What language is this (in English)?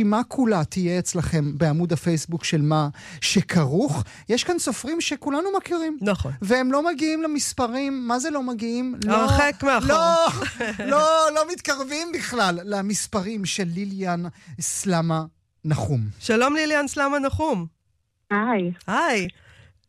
Hebrew